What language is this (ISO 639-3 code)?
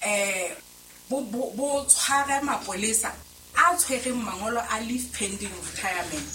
sot